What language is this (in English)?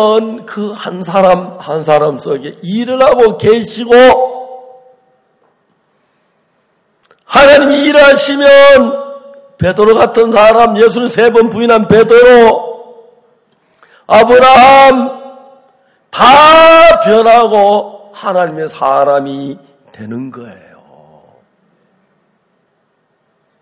Korean